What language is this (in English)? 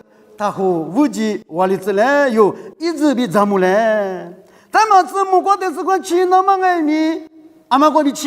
Lisu